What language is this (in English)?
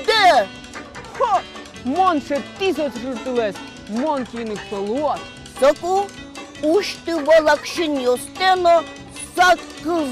Udmurt